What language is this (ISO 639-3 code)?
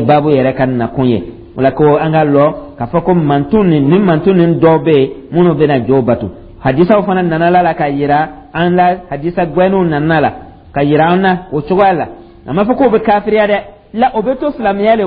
dyu